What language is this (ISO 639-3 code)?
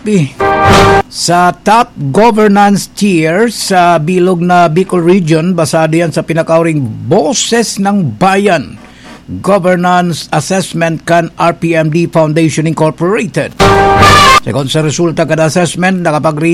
bik